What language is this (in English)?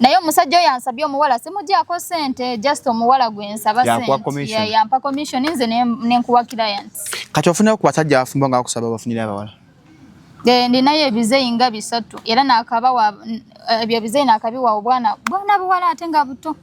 Ganda